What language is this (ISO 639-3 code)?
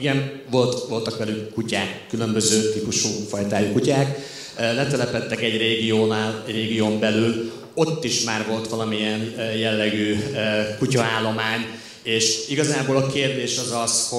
hun